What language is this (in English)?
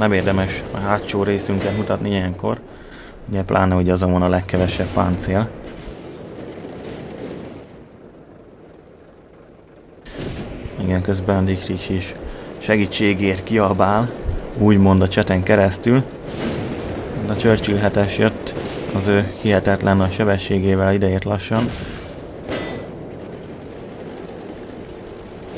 Hungarian